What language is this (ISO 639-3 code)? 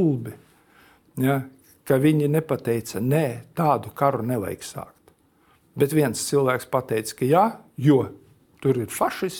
lav